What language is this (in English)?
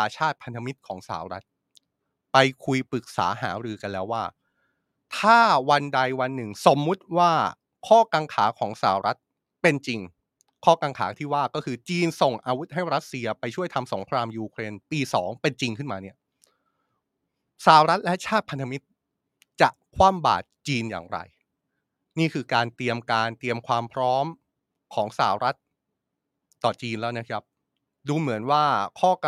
Thai